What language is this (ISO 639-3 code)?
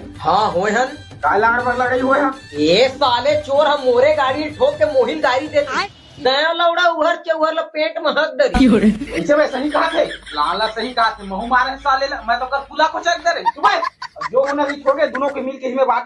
hne